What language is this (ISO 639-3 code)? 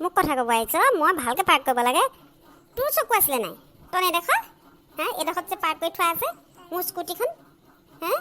asm